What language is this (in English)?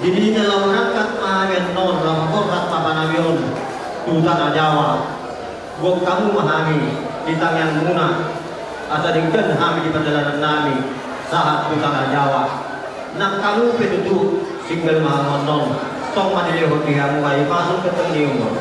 Batak Toba